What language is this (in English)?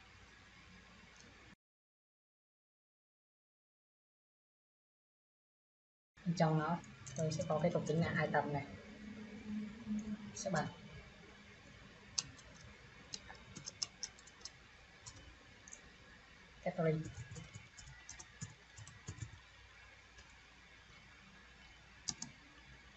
Vietnamese